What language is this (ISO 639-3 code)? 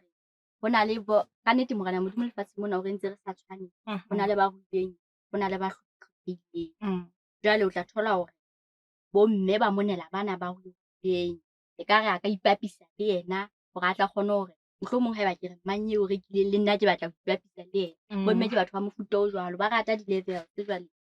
sot